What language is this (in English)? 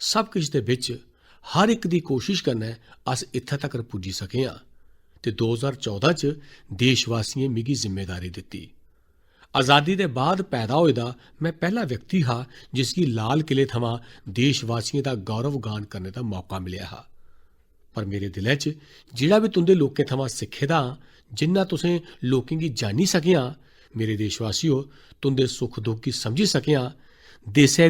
Dogri